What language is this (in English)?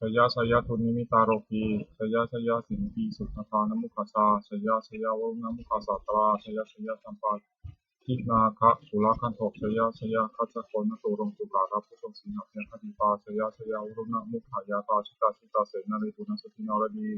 Pali